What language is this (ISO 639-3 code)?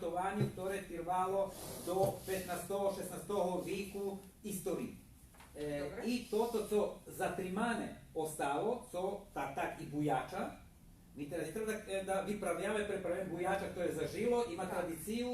rue